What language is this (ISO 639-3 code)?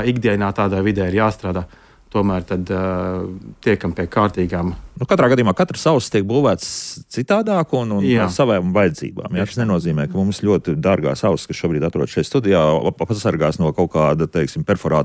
lav